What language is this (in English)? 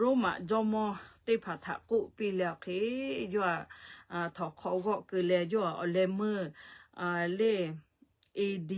Lahu